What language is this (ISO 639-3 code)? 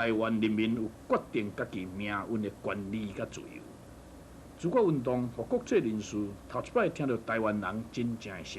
nan